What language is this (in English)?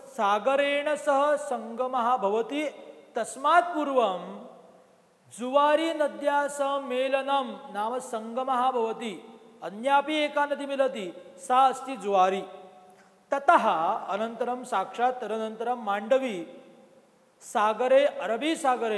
Sanskrit